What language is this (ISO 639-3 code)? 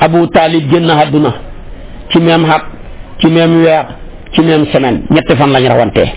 wol